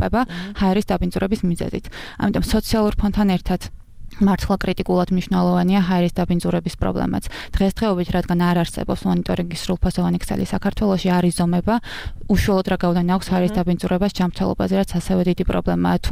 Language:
Georgian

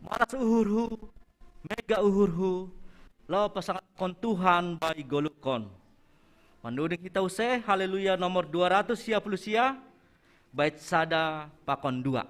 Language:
Batak Simalungun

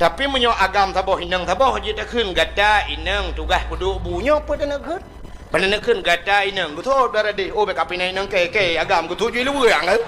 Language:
Achinese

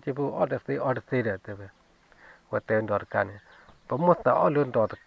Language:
S'gaw Karen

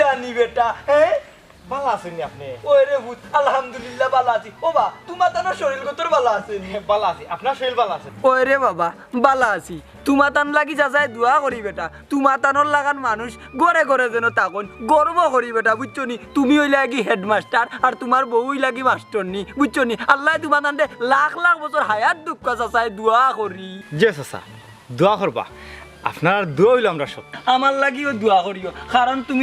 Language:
Sylheti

